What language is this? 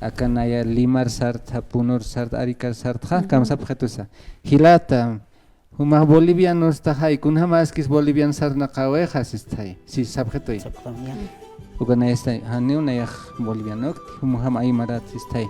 Aymara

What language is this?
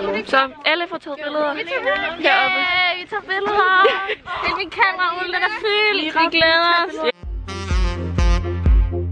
Danish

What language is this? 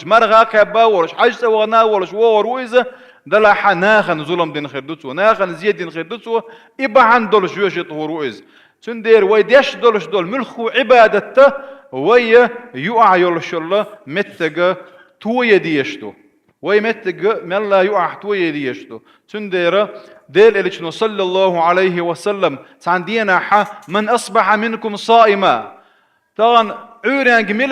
Chechen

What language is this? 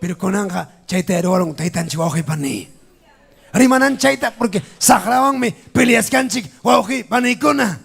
Ayacucho Quechua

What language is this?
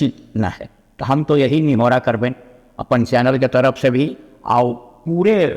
Magahi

